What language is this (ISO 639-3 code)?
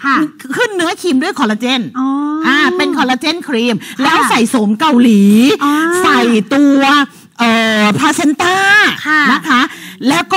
tha